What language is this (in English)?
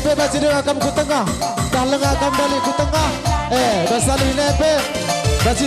Batak Karo